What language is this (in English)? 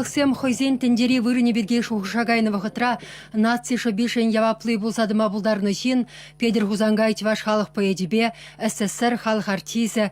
Chuvash